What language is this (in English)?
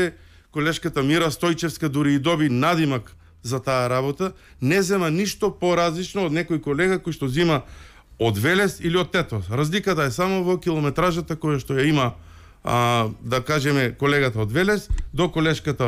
Macedonian